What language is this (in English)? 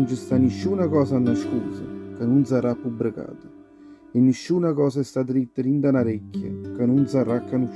Neapolitan